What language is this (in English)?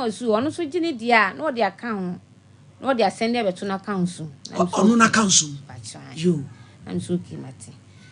Akan